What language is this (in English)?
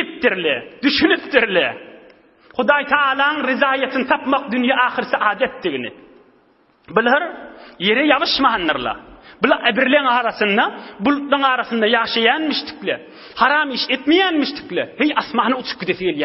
Turkmen